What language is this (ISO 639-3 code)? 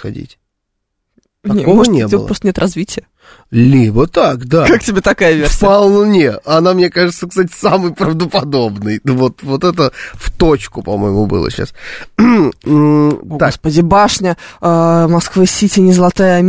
rus